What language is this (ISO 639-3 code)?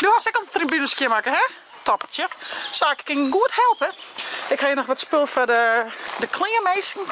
fry